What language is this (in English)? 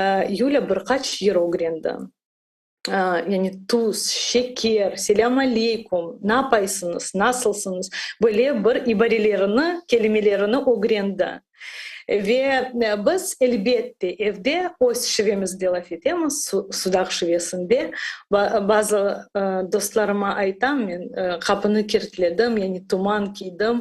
Crimean Tatar